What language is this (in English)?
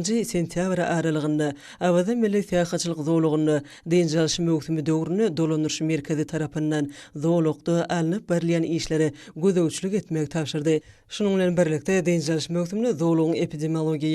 Turkmen